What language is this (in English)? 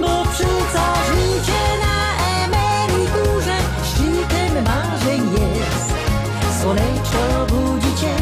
Silesian